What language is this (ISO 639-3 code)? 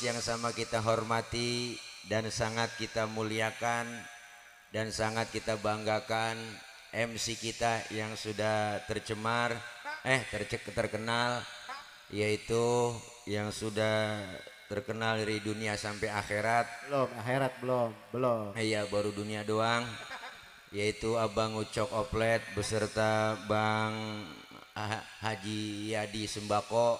bew